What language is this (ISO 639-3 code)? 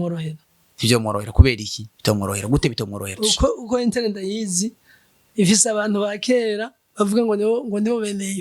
run